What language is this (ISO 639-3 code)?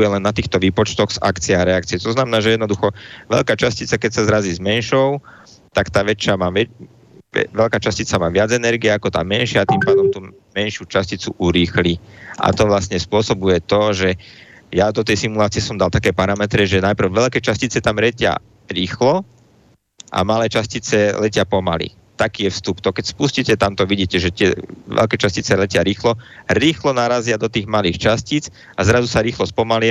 slk